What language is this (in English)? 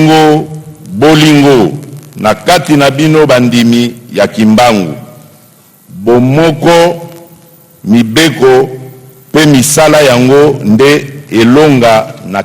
Lingala